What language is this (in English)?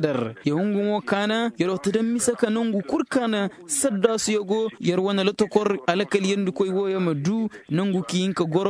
Koyraboro Senni